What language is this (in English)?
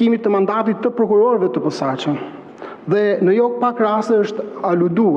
Albanian